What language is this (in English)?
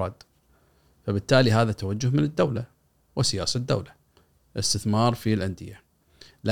Gulf Arabic